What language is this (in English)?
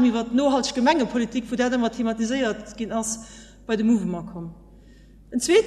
Luxembourgish